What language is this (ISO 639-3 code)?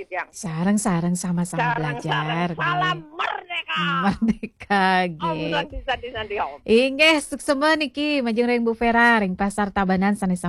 ban